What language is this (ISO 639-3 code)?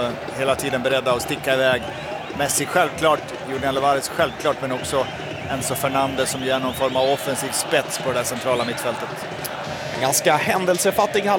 swe